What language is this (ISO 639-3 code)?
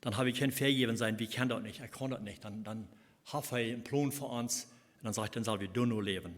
pdt